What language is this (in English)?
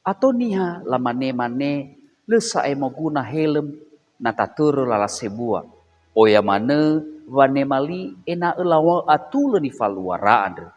Nias